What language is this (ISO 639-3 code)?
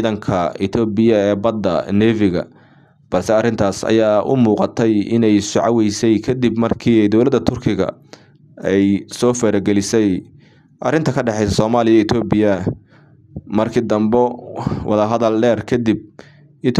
som